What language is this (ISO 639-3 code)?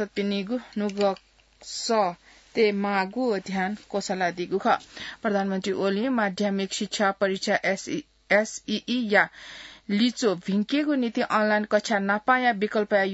new